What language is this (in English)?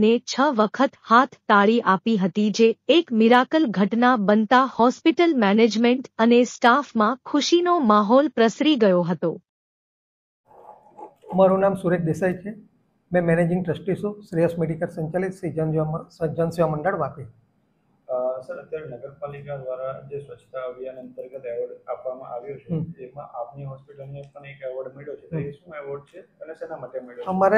Gujarati